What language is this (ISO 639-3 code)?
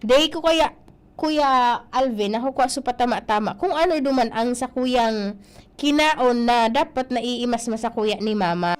bik